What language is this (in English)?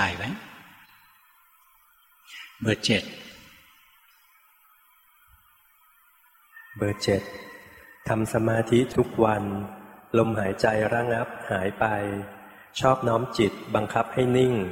Thai